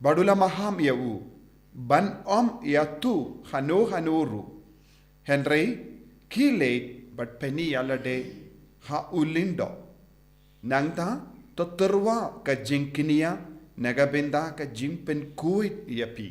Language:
Khasi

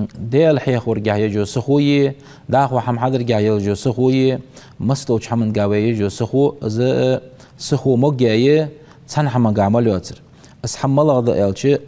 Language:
Ingush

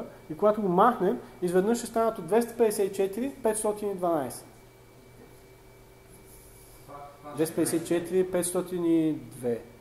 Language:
Bulgarian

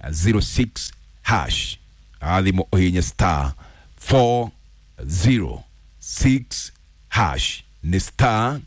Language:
Kikuyu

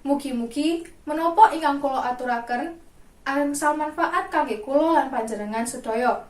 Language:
Javanese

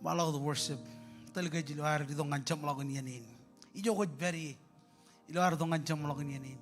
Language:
Marshallese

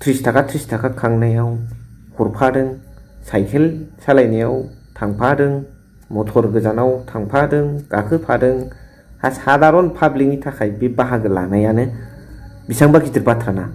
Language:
Bodo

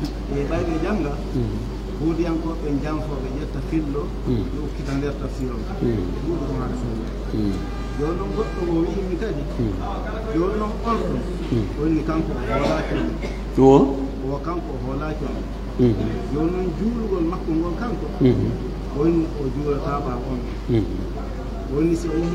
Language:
Pular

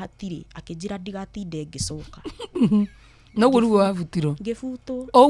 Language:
Kikuyu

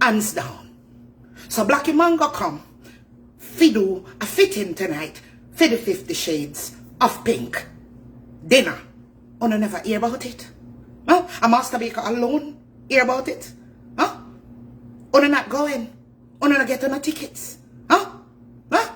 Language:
Jamaican Creole English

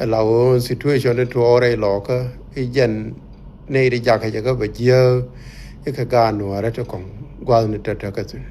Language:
Nuer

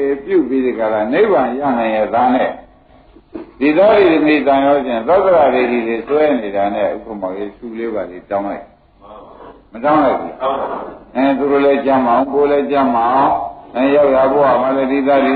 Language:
Burmese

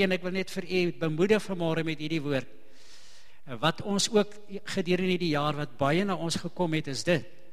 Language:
Afrikaans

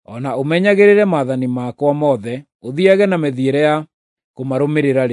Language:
Kikuyu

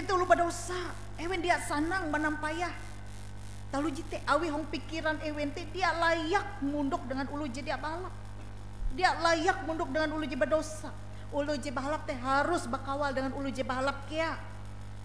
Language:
Ngaju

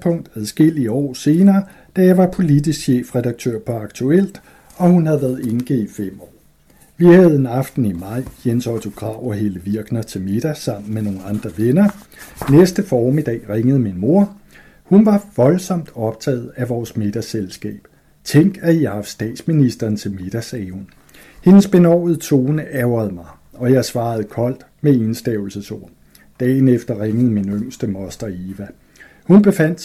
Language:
Danish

